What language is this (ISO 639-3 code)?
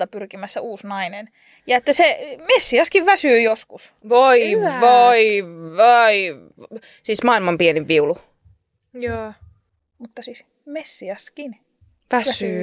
fin